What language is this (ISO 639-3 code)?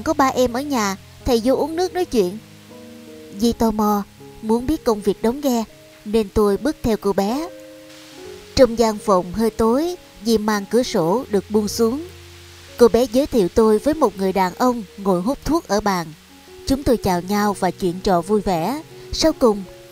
vie